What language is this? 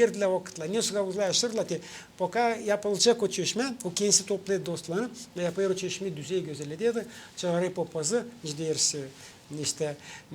Gagauz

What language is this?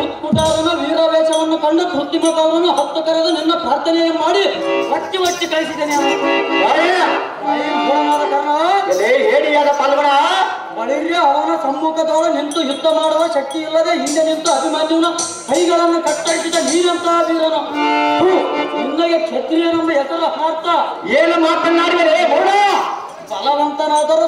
Kannada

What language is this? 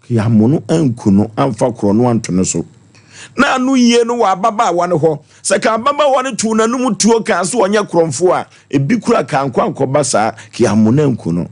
Akan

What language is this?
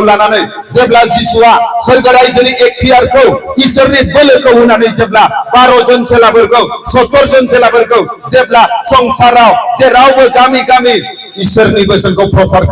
Bodo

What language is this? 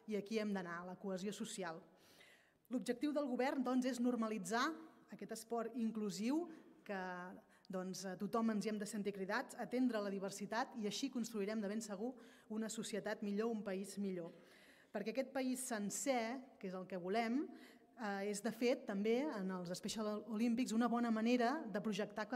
Catalan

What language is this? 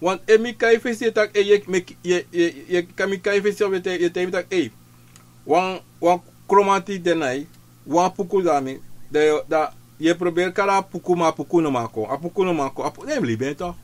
Sranan Tongo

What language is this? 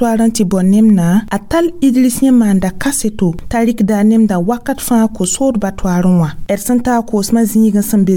Mossi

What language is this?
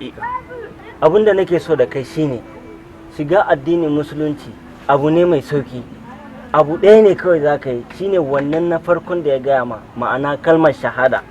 Hausa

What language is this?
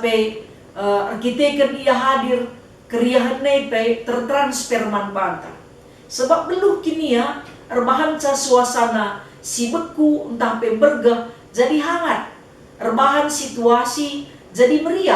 Batak Karo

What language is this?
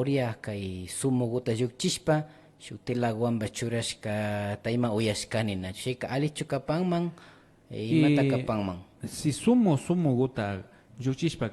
Imbabura Highland Quichua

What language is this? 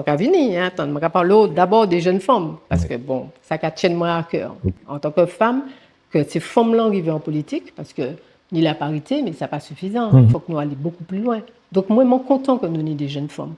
Guadeloupean Creole French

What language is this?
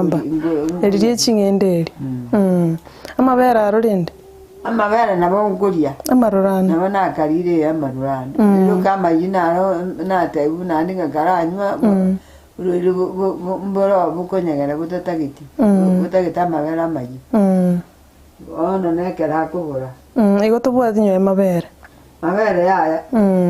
Gusii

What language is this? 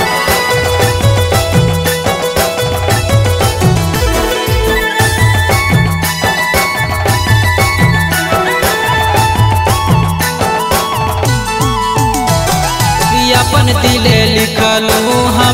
Bhojpuri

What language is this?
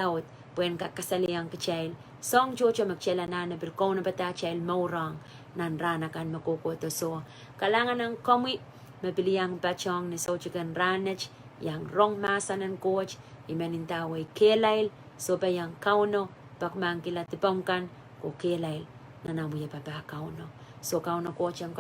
Pohnpeian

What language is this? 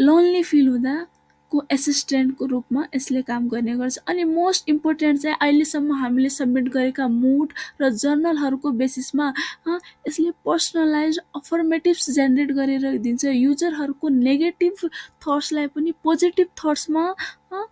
Nepali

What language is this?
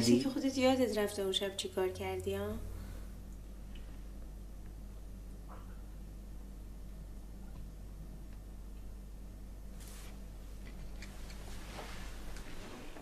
Persian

